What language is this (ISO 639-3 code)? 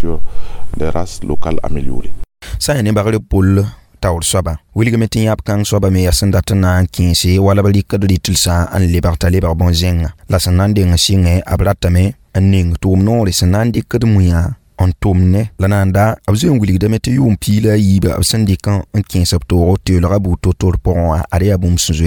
mos